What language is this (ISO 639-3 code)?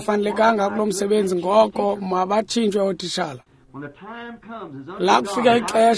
xho